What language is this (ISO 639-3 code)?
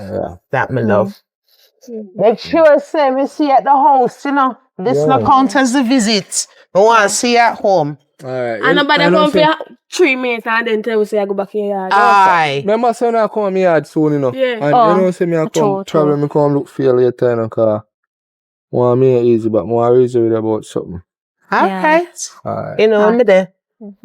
jam